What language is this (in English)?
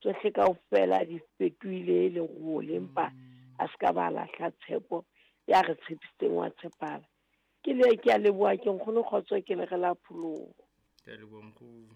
Southern Sotho